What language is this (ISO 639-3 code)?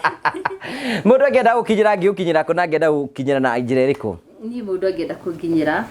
kik